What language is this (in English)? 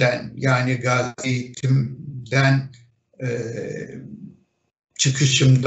Turkish